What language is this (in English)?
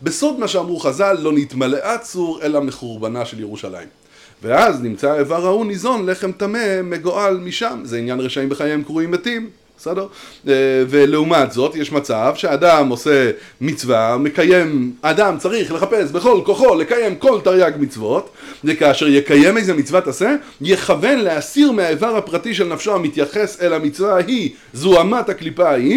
Hebrew